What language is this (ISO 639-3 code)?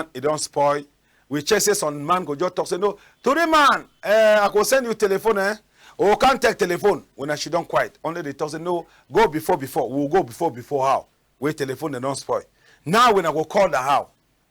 wes